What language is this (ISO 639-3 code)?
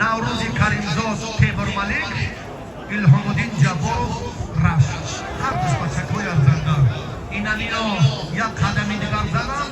tgk